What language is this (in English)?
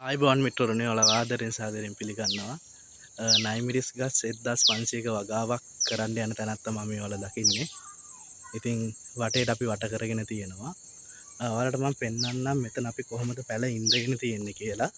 Sinhala